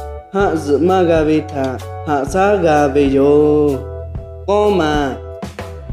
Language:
Lahu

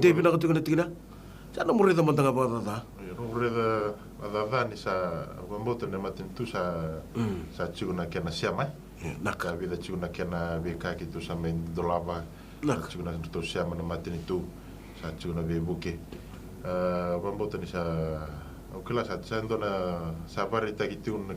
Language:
Fijian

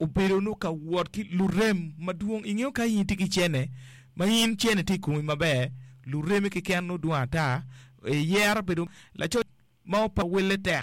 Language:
Acoli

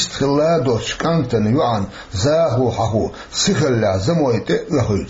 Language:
Chechen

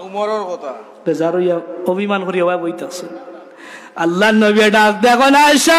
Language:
Sylheti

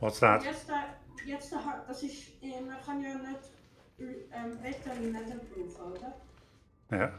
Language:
Swiss German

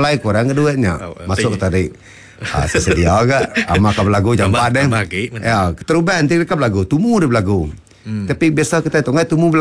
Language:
Iban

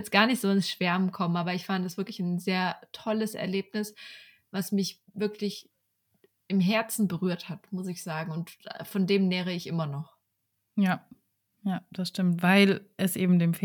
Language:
German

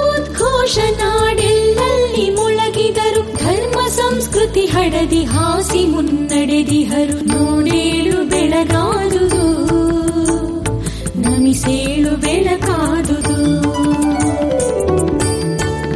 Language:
Kannada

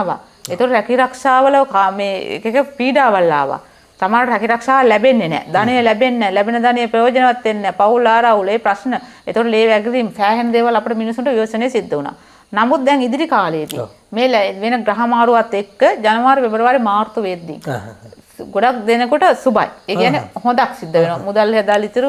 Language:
Sinhala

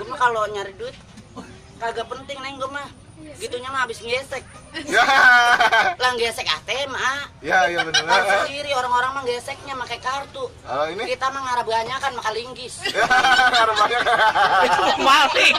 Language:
Betawi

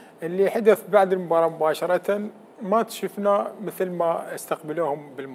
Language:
Mesopotamian Arabic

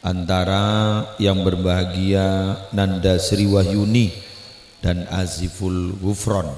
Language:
Madurese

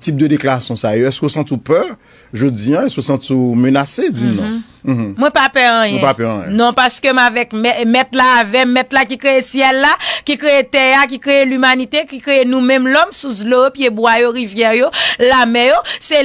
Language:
Haitian Creole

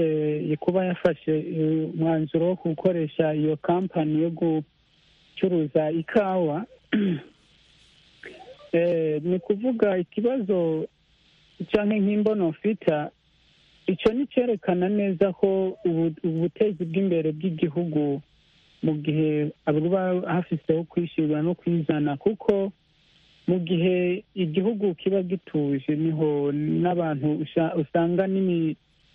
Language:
Kinyarwanda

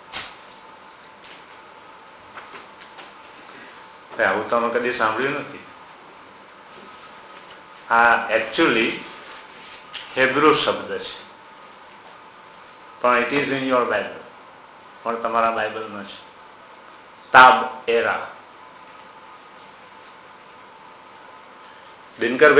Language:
Gujarati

